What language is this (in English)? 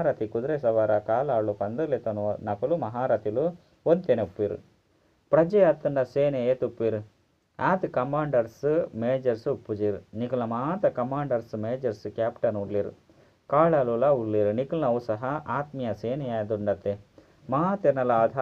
Tulu